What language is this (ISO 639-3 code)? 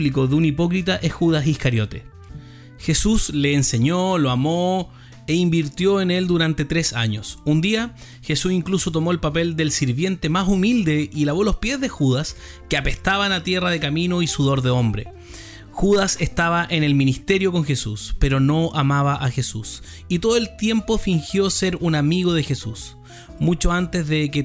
spa